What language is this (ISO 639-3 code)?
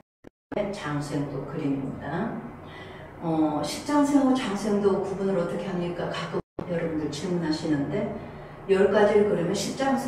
kor